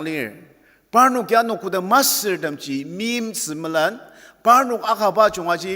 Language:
Ao Naga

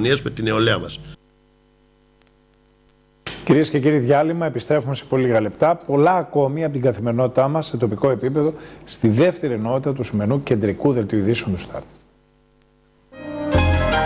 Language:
Greek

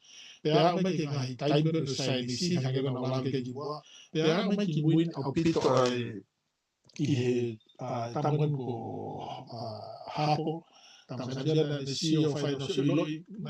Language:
Tongan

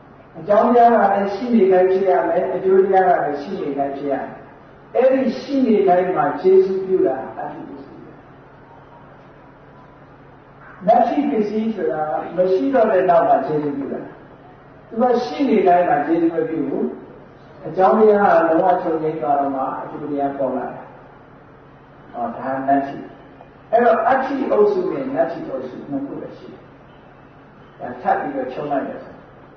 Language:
Burmese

